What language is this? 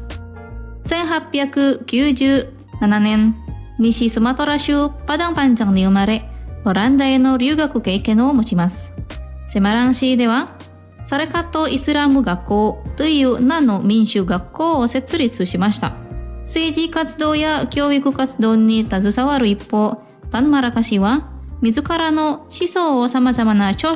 Japanese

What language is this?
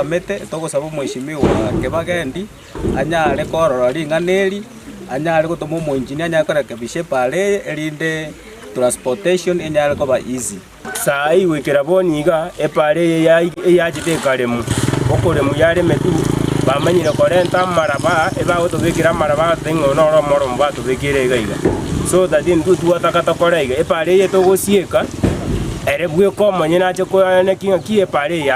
Gusii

